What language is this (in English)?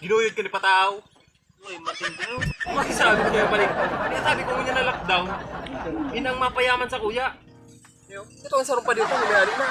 Bikol